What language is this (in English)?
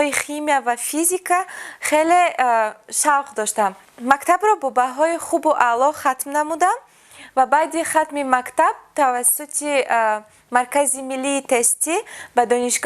Tajik